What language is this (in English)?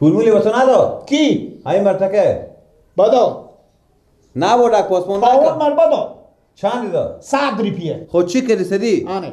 Persian